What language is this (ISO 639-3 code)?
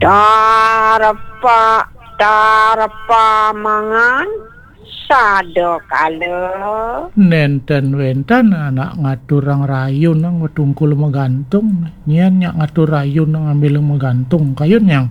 ban